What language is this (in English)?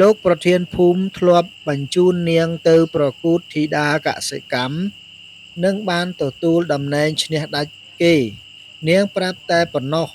Khmer